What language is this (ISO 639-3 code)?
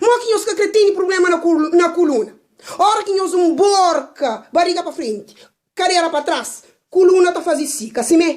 kea